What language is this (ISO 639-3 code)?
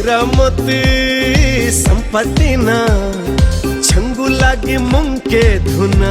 new